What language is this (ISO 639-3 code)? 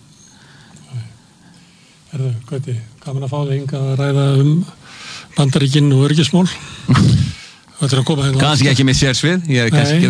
isl